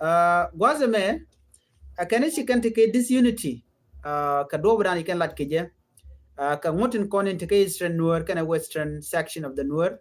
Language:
Nuer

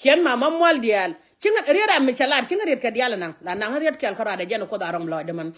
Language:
Nuer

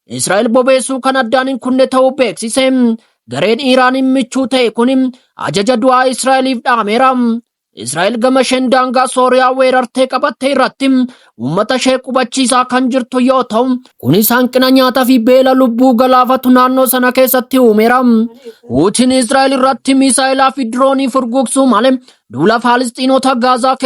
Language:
Oromo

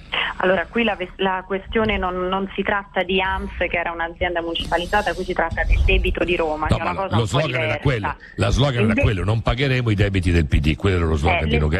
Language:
Italian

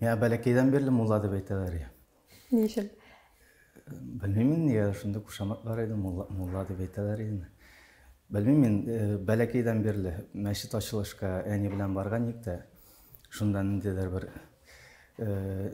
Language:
Tatar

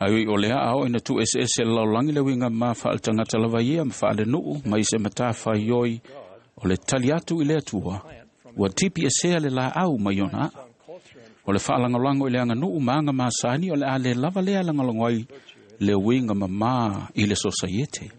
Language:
Samoan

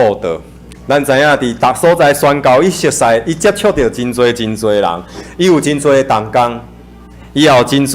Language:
Min Nan Chinese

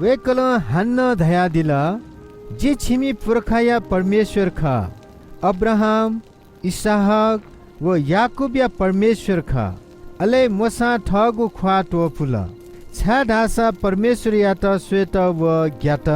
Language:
Newari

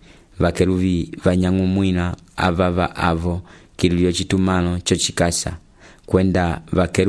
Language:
Umbundu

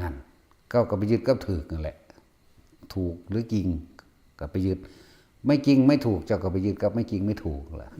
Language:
Northeastern Thai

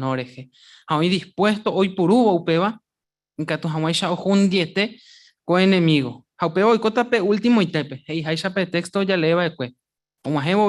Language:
Guarani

